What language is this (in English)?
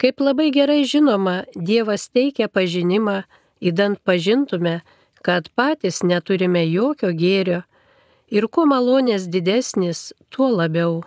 Lithuanian